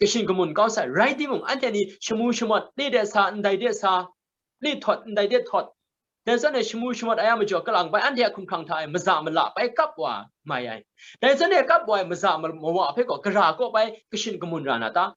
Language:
Kachin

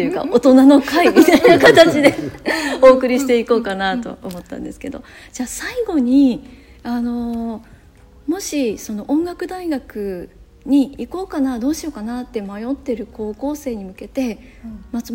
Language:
Japanese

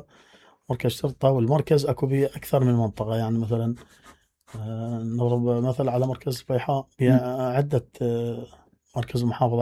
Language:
Mesopotamian Arabic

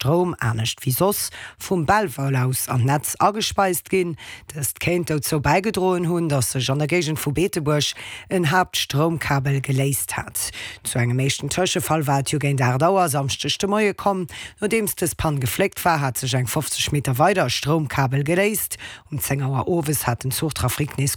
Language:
Luxembourgish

